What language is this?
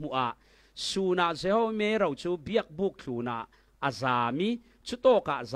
Falam Chin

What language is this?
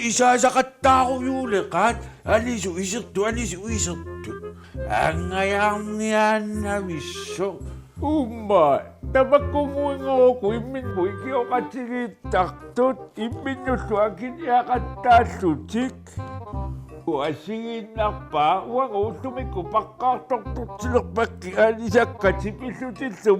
Kalaallisut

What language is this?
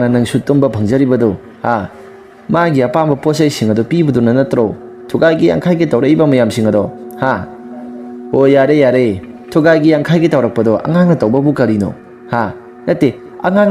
Manipuri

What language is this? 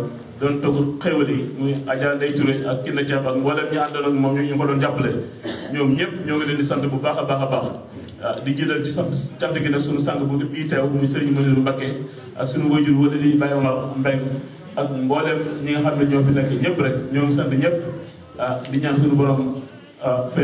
Wolof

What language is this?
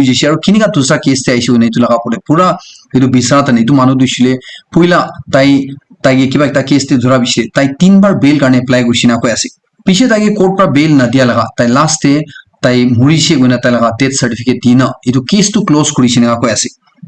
Naga Pidgin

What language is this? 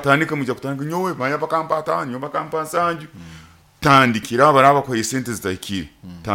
Nyoro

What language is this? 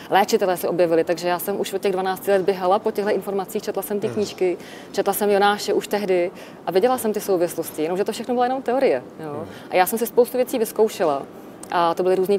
Czech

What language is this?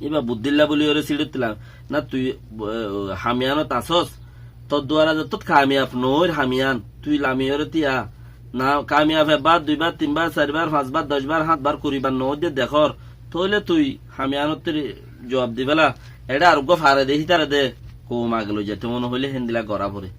Rohingya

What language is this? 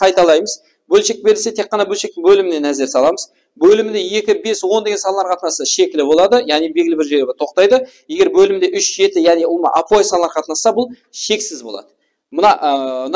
Kara-Kalpak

